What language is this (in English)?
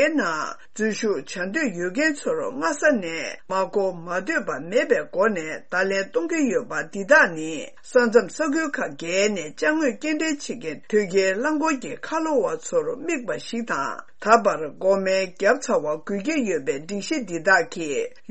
Tibetan